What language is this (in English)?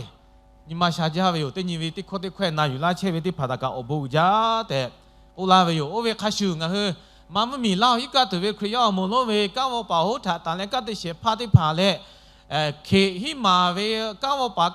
Lahu